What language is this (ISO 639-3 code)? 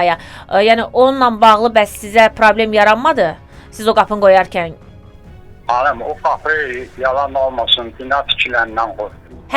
aze